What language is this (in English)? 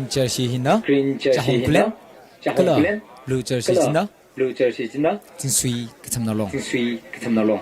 Tangkhul Naga (India)